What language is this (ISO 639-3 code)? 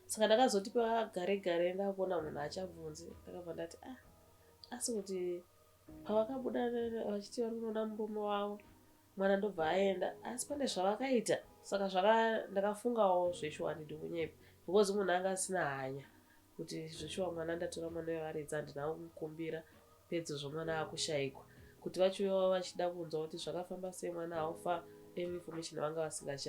sna